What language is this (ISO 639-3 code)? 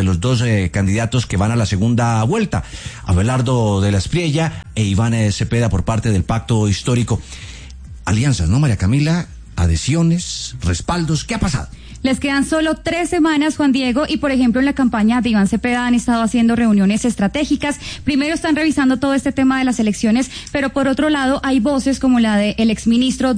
spa